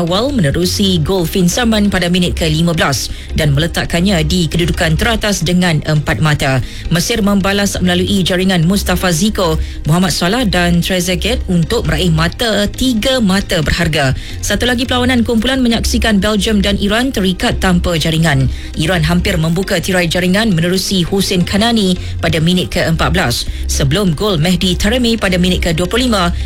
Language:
Malay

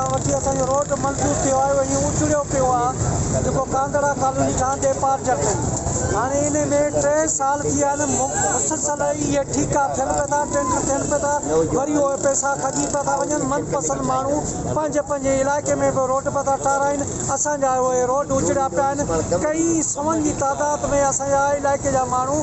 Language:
Sindhi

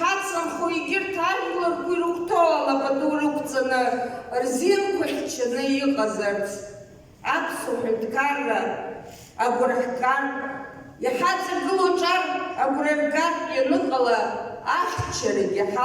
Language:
Abkhazian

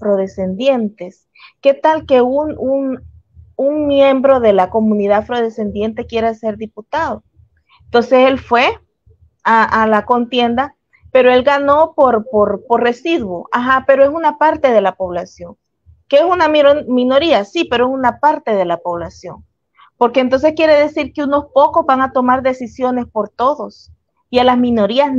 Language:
Spanish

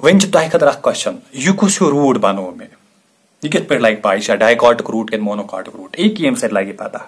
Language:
Kashmiri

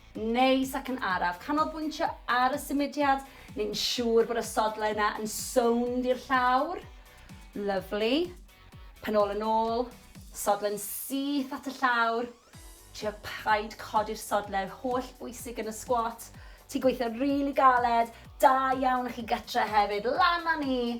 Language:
Welsh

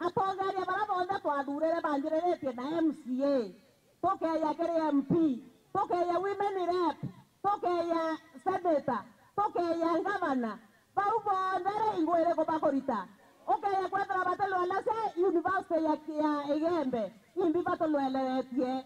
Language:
Meru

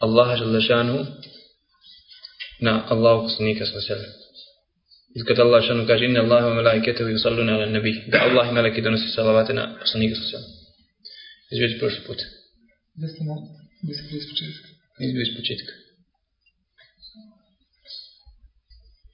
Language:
Bosnian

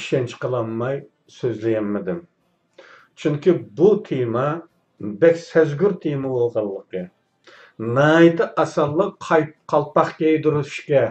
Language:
Uyghur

